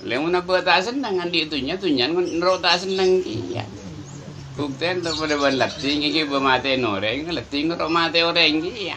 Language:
Madurese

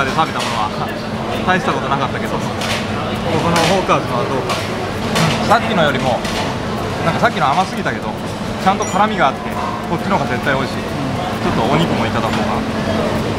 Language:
Japanese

